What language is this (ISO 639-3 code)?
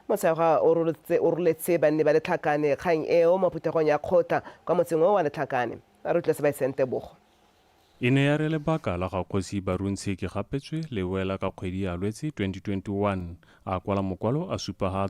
tsn